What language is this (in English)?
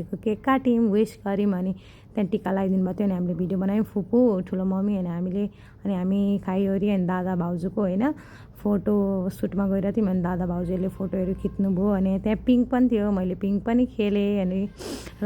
Nepali